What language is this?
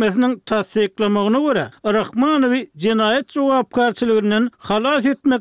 Turkmen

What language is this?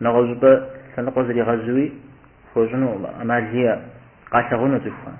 Kabardian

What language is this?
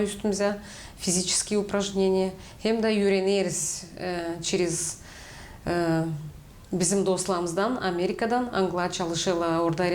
Gagauz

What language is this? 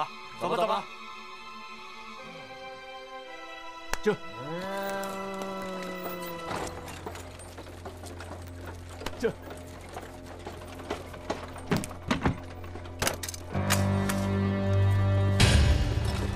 Chinese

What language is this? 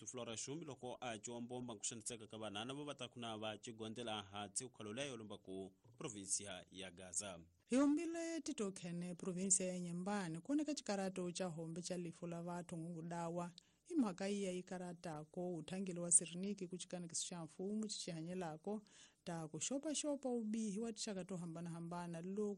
Tsonga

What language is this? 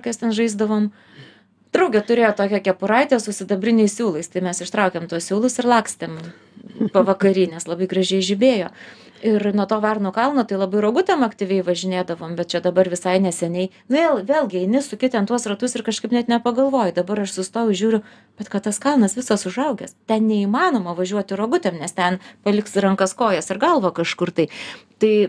Lithuanian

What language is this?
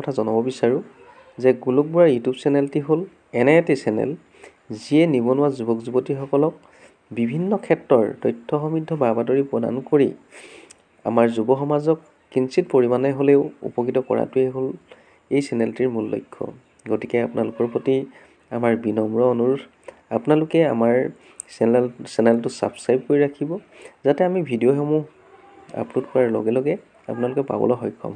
Assamese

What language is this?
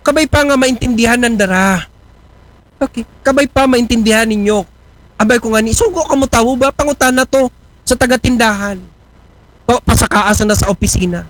Aklanon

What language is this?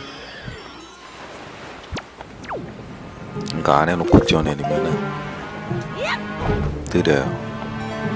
Korean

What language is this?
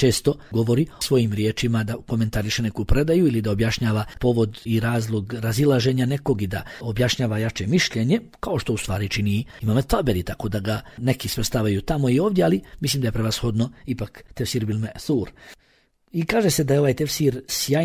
Bosnian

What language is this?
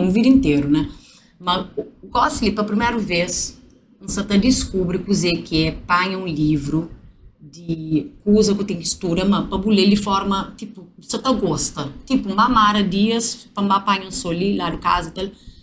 Kabuverdianu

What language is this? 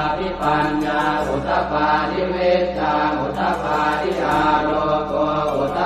Pali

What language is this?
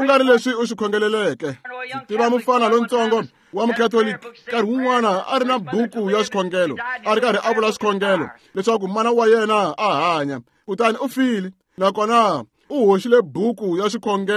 Tsonga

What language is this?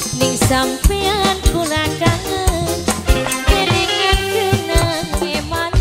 Javanese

